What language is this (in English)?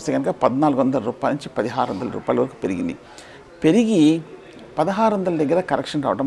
Telugu